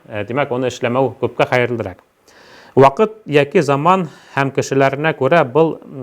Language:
Bashkir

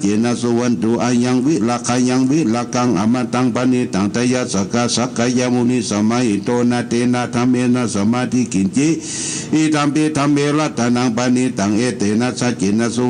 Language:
Pali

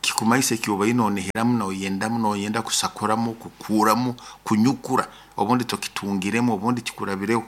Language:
Nyoro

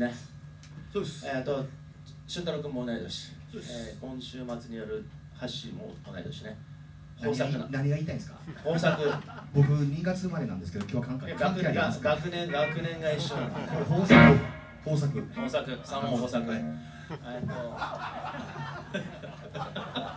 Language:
Japanese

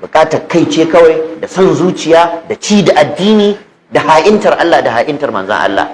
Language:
Hausa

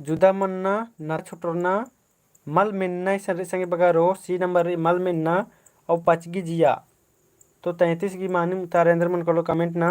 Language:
Kurukh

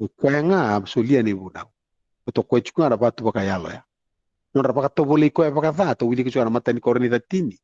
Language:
Fijian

